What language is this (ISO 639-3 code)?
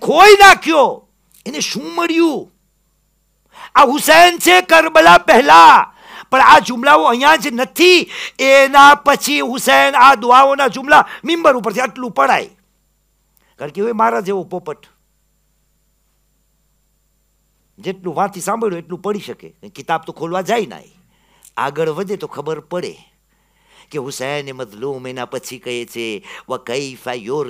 guj